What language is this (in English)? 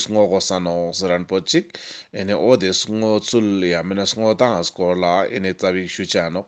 Ladakhi